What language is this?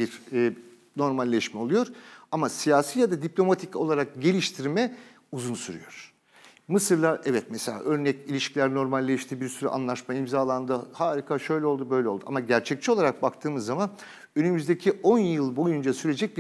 Turkish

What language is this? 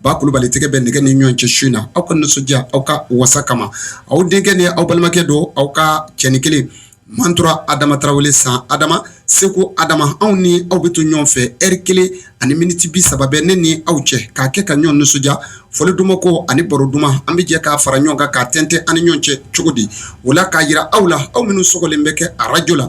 Bambara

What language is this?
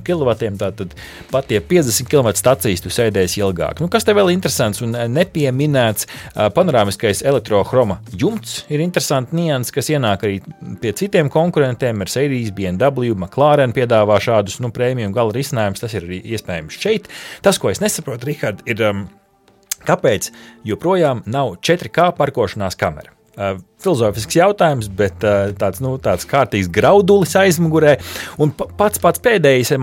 Latvian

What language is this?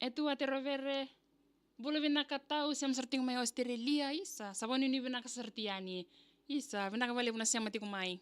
Fijian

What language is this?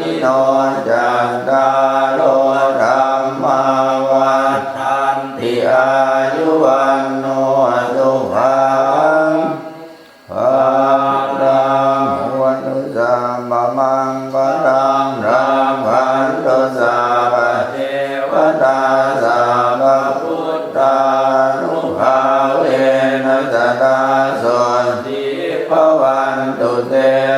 Pali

